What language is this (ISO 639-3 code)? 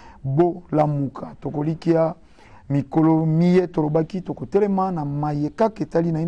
lin